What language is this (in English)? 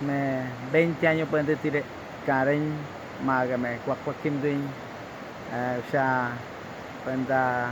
Awa-Cuaiquer